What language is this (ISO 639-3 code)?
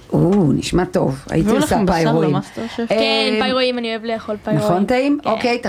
heb